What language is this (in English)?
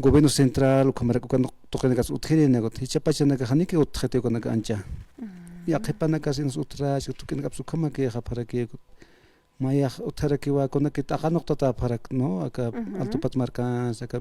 Aymara